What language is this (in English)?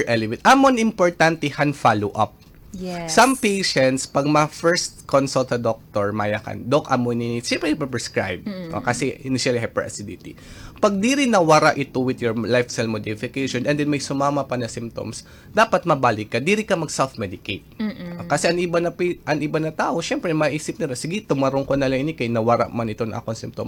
Waray